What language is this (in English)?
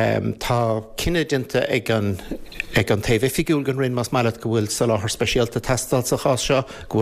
Irish